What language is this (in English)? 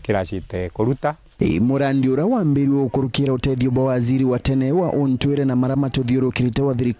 Meru